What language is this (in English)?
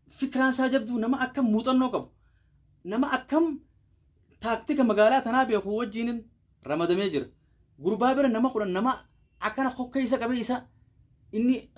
Oromo